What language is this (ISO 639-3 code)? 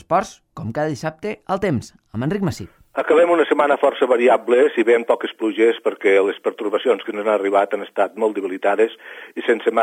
cat